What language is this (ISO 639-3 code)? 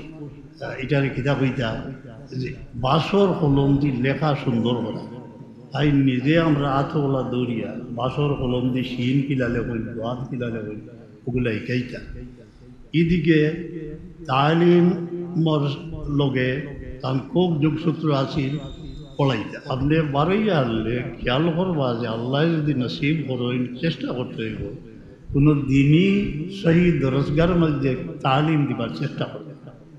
syl